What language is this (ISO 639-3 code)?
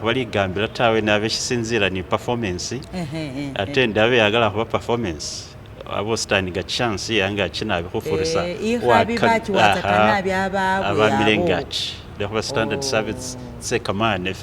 myx